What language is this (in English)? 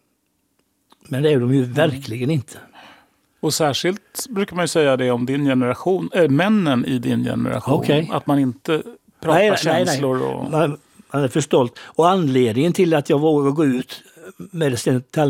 Swedish